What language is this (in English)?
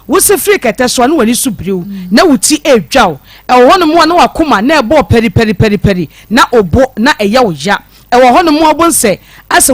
Akan